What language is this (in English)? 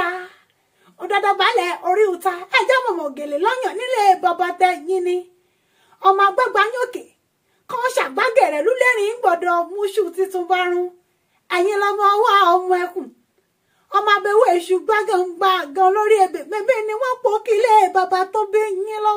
Yoruba